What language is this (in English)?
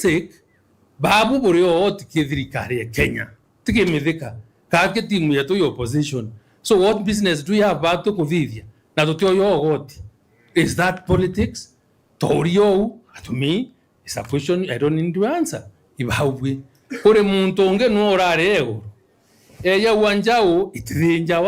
Meru